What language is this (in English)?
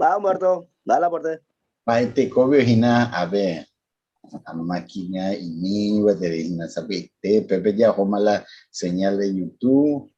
Guarani